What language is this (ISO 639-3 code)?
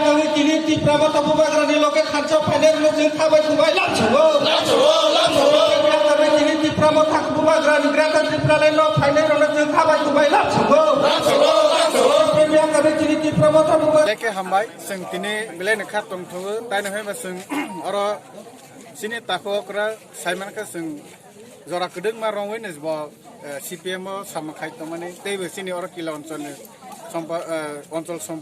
trp